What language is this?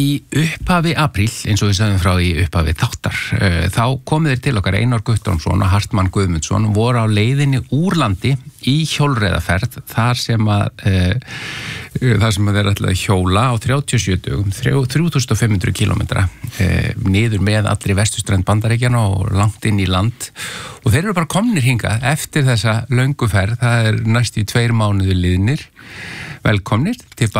Icelandic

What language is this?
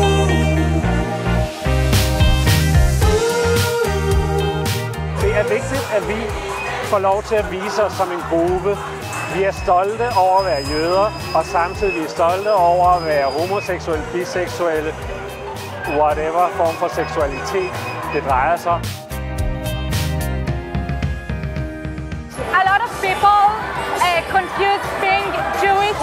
Danish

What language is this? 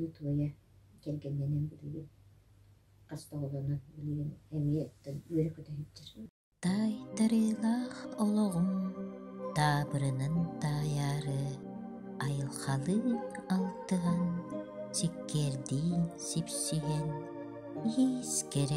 Yakut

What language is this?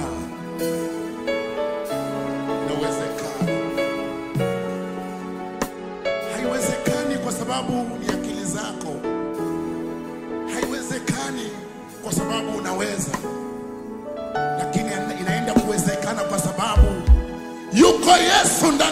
Swahili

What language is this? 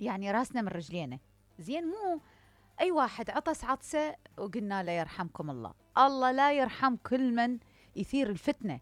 Mesopotamian Arabic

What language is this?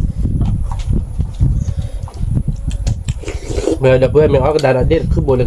S'gaw Karen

